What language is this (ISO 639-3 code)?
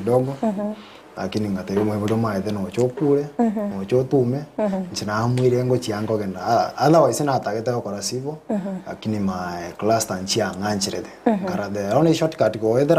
guz